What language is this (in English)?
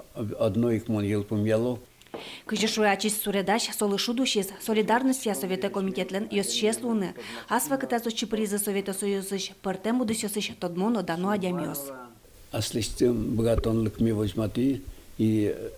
Udmurt